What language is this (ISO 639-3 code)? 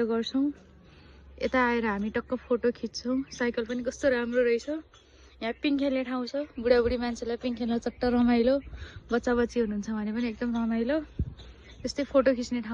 nep